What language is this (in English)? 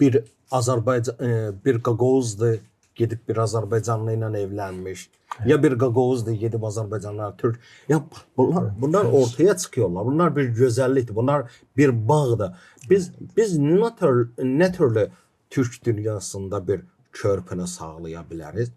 Gagauz